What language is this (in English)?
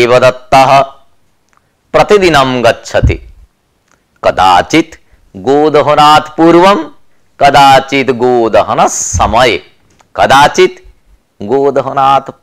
Sanskrit